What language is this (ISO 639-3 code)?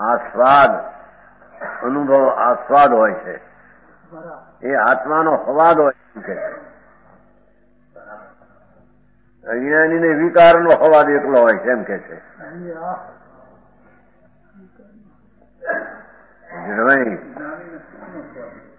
guj